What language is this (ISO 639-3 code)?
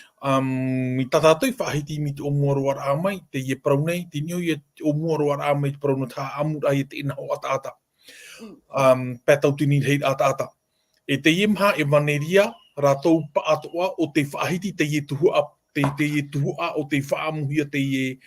tah